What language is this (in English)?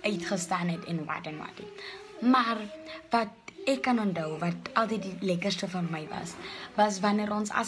Afrikaans